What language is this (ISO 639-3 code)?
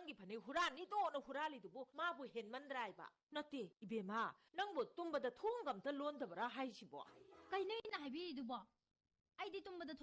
mni